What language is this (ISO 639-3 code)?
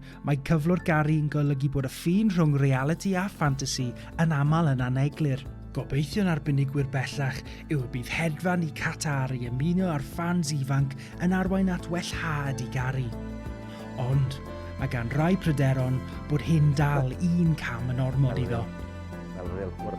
cym